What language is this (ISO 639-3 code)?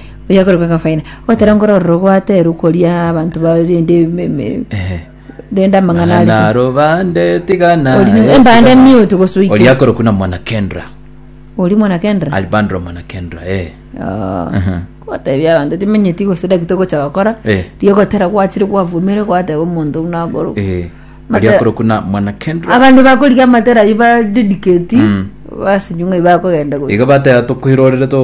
guz